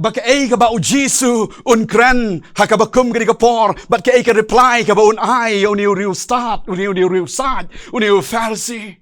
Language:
Khasi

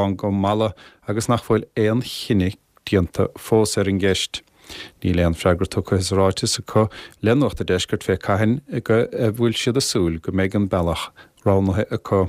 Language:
Irish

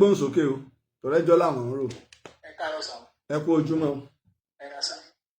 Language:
Yoruba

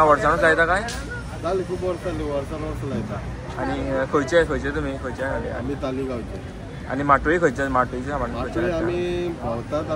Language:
Konkani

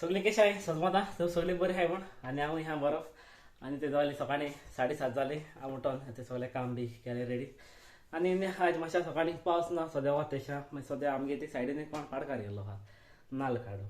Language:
Konkani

